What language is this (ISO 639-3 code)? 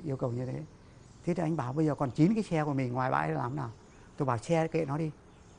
vie